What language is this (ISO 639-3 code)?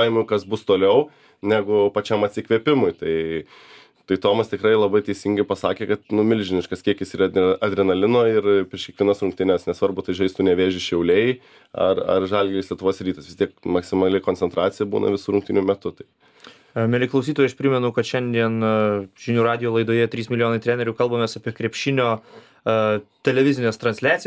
lit